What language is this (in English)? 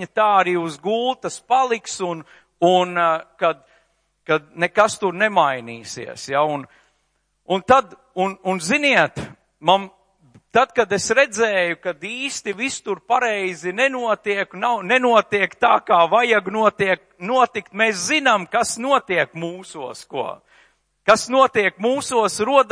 Latvian